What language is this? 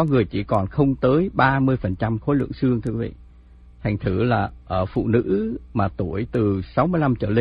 Vietnamese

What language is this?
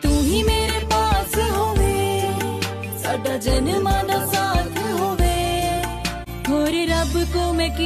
Punjabi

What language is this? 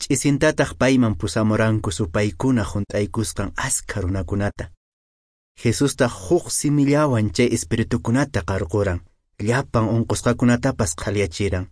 Quechua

